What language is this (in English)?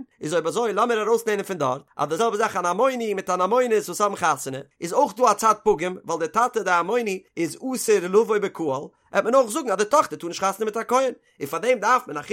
Yiddish